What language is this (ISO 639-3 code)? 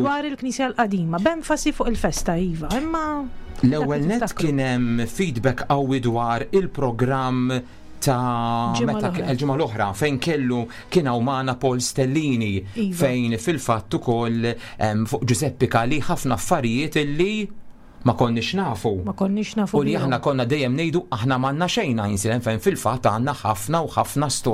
mlt